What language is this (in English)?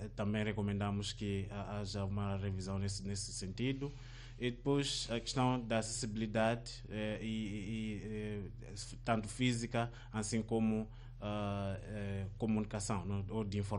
Portuguese